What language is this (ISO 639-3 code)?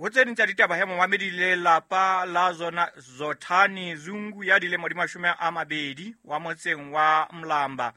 sot